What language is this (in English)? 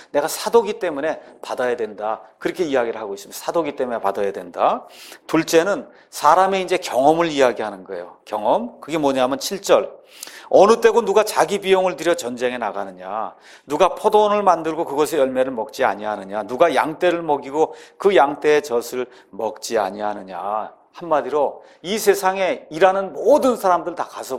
Korean